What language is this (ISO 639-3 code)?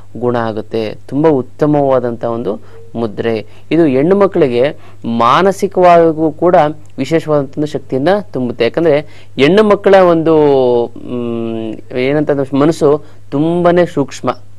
kan